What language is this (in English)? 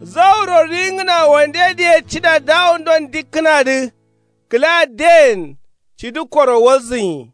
Kanuri